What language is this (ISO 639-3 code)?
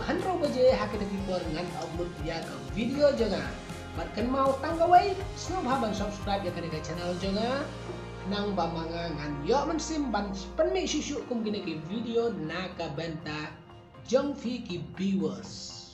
kha